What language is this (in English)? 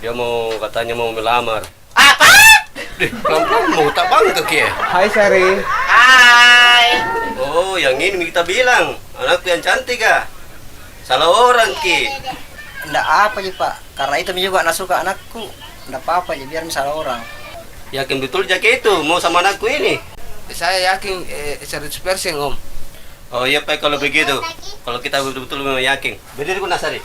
Makassar Malay